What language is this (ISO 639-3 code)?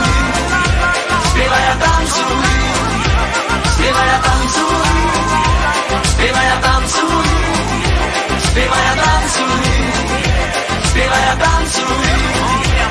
slk